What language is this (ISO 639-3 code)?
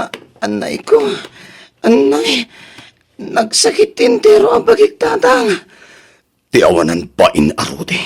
ilo